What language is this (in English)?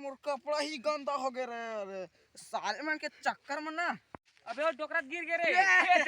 Chhattisgarhi